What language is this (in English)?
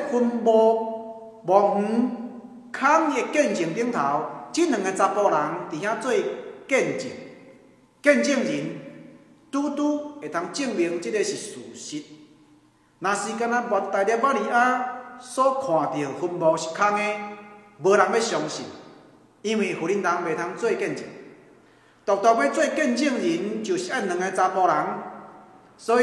Min Nan Chinese